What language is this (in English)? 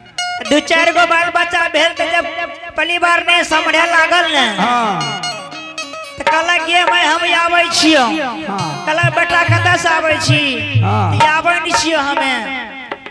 Angika